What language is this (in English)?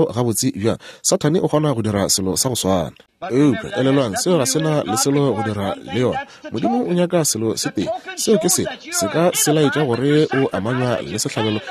Northern Sotho